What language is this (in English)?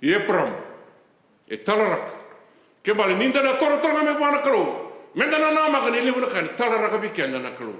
Fijian